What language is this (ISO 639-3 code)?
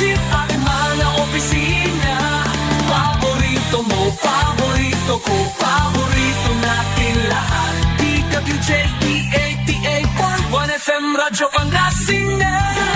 pag